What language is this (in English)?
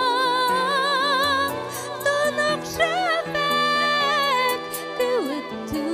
Bashkir